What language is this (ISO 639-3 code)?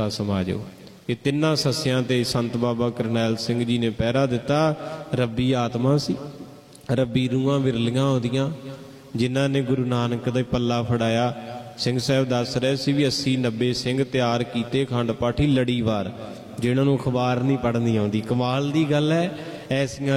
pan